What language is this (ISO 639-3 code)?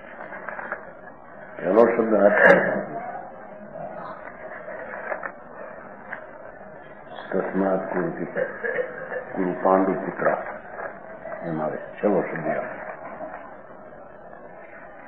guj